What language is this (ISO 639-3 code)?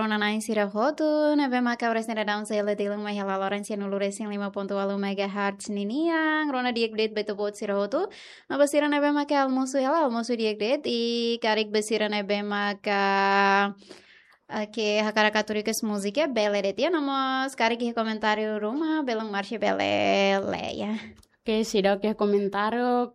tet